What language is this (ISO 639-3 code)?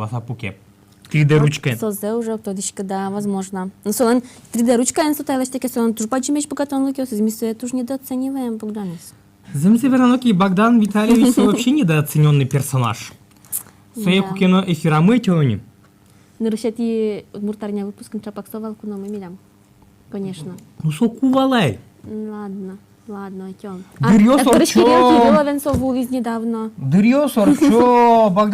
udm